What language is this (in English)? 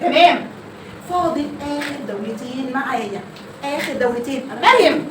Egyptian Arabic